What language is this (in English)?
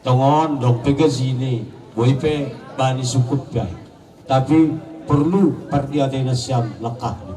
Batak Simalungun